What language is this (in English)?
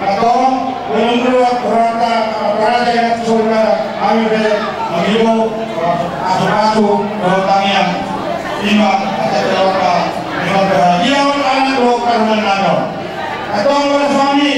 Batak Toba